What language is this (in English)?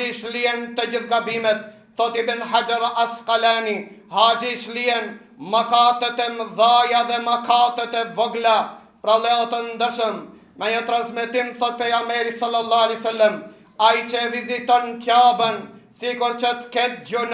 Albanian